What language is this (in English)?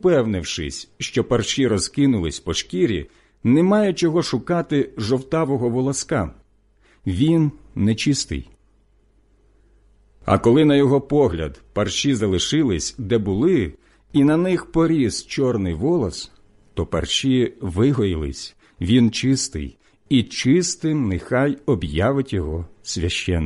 Ukrainian